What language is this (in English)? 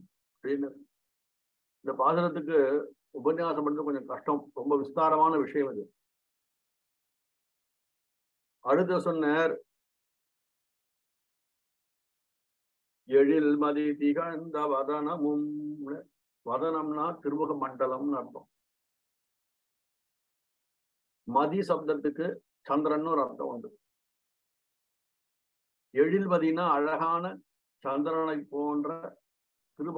Tamil